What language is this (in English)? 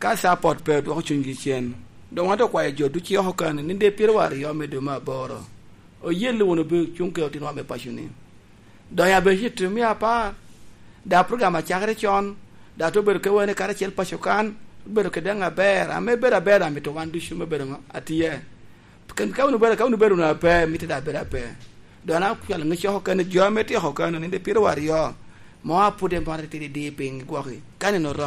Lango (Uganda)